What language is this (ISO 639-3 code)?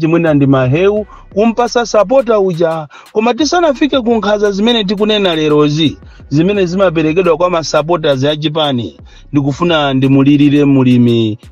nya